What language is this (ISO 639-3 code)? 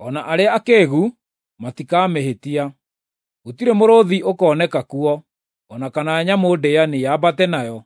kik